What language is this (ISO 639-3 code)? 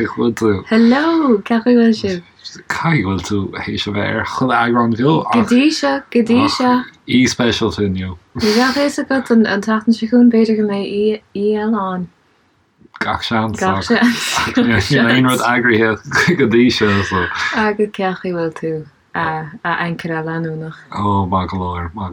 gle